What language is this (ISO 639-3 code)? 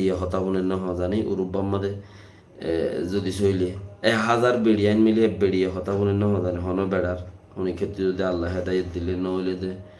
rhg